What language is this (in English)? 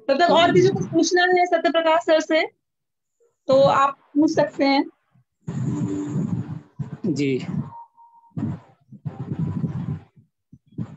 Hindi